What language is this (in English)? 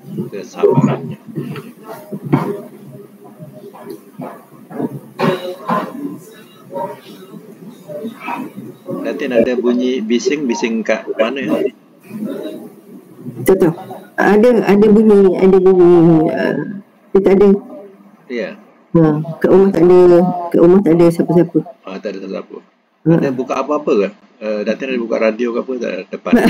Malay